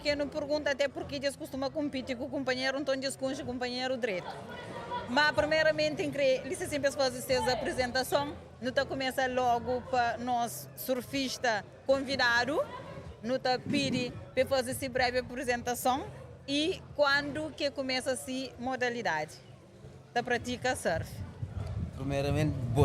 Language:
Kabuverdianu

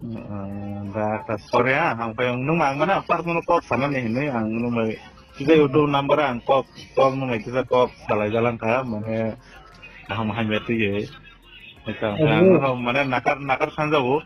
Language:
Riang (India)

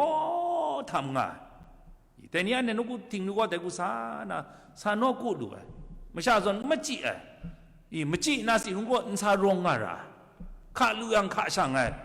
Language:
Kachin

